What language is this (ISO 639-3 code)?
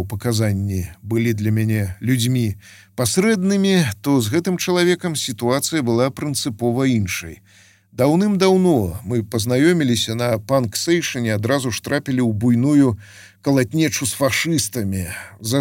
bel